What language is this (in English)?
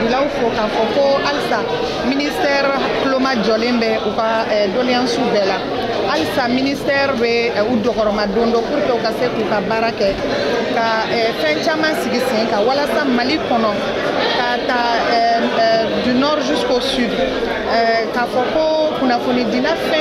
Bambara